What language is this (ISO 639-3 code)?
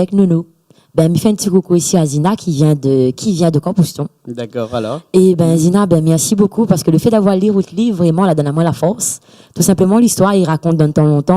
rcf